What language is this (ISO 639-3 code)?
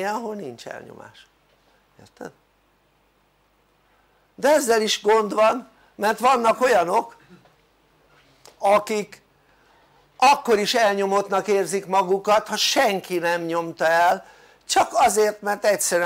hun